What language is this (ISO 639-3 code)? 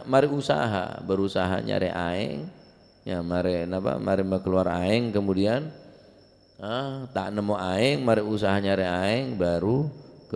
mad